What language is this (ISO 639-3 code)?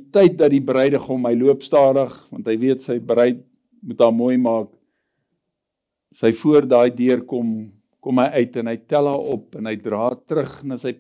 afr